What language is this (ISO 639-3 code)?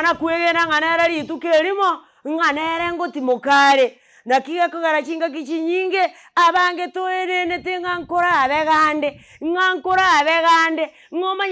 guz